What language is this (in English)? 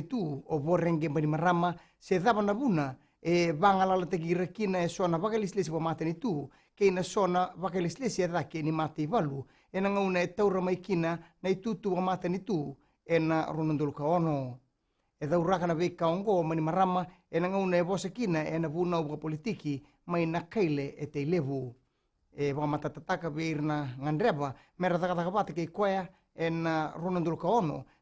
Fijian